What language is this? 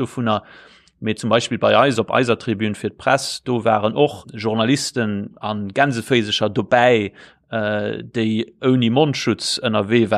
Luxembourgish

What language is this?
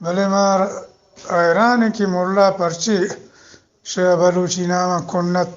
Eastern Balochi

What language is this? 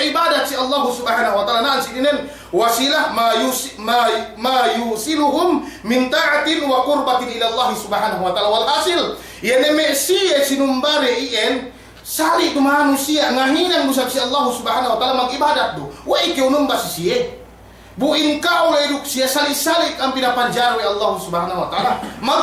Yakan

